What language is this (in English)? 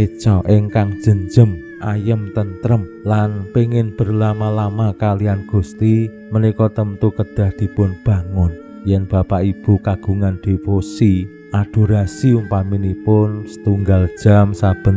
Javanese